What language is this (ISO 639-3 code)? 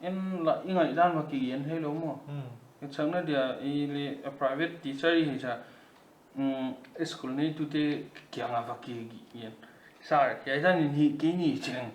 pck